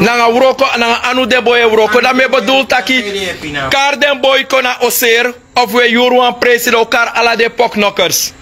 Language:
Sranan Tongo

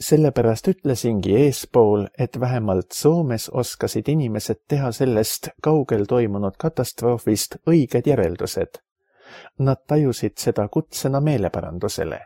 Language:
Estonian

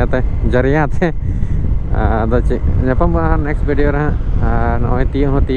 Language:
Santali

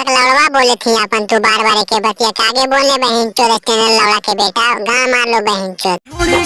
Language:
Magahi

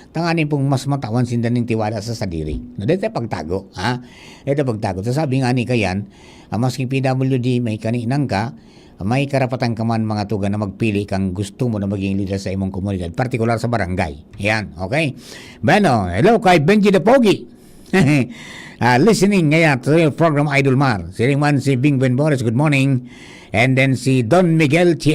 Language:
Bikol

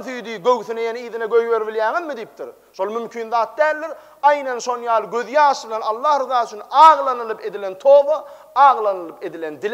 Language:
Turkmen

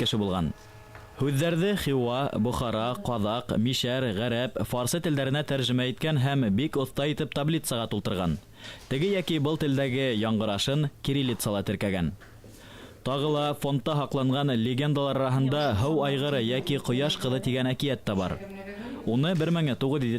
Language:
Bashkir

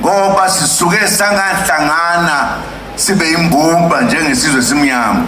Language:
Zulu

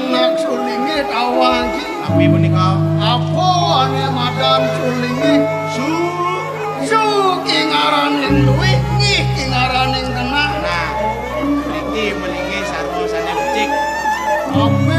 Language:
Balinese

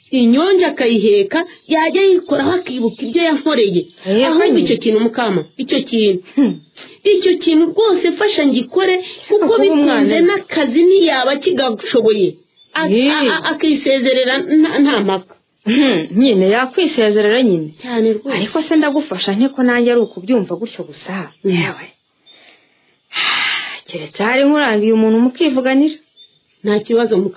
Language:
Kinyarwanda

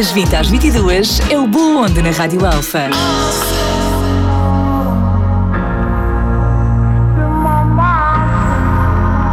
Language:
Portuguese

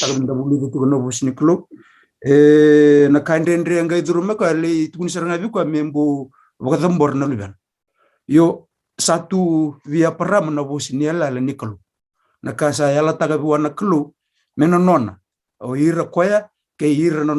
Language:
Fijian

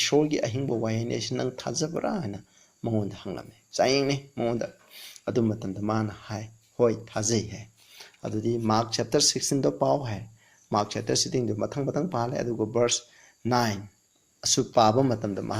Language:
Manipuri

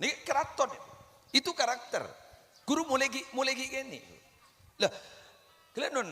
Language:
Madurese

